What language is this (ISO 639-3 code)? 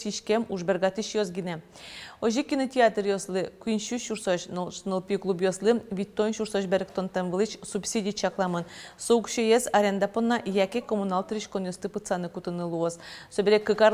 udm